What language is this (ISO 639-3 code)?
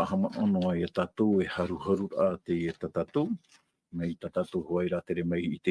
tah